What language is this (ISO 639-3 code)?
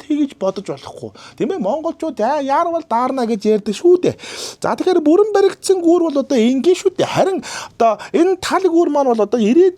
mon